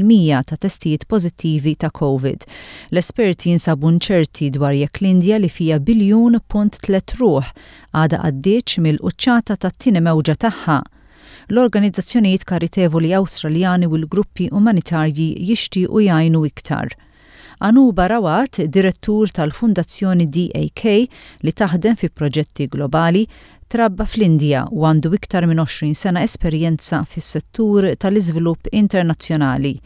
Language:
Maltese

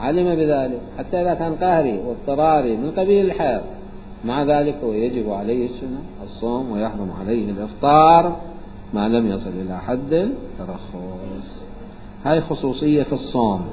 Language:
Mesopotamian Arabic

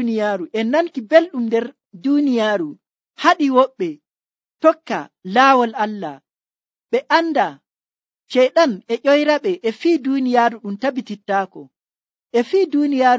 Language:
Nigerian Fulfulde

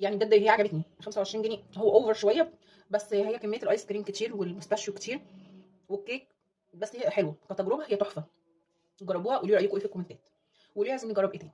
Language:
Egyptian Arabic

